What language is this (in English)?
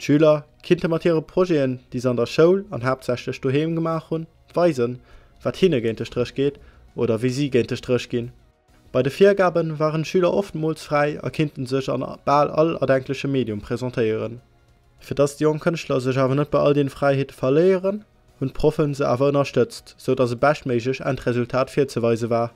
Luxembourgish